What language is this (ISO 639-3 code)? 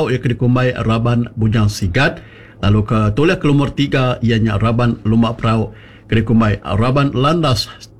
iba